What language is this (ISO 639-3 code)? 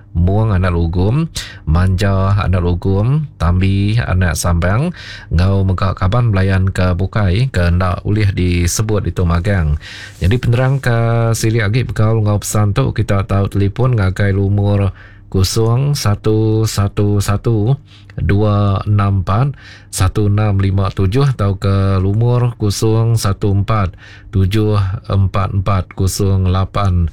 iba